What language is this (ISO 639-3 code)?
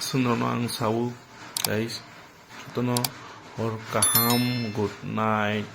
trp